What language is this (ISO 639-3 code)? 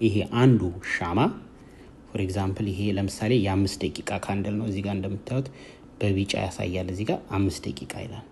amh